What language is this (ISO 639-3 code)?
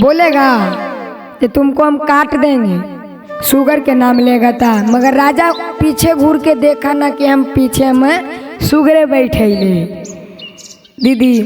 mag